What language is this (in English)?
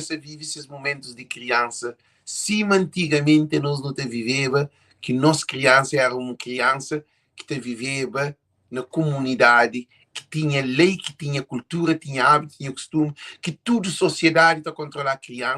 Kabuverdianu